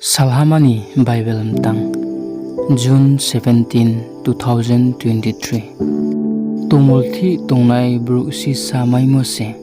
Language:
Riang (India)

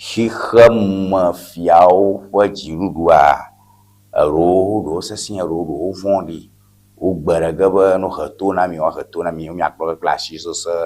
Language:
Ewe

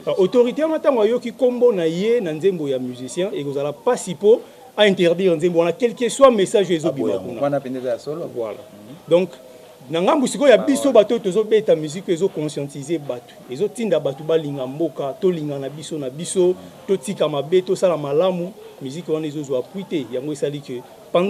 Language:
Lingala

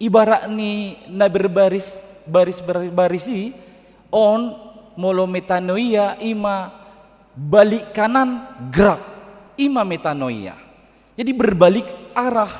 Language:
Batak Toba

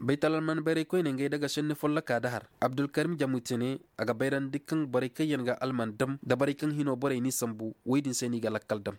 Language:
Zarma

